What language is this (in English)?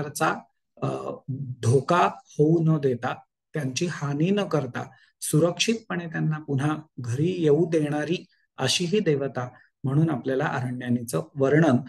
Marathi